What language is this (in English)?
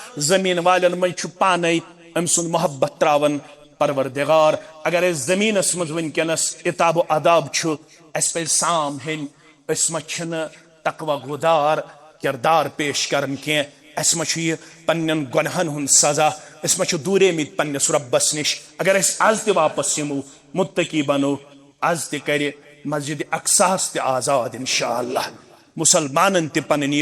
Kashmiri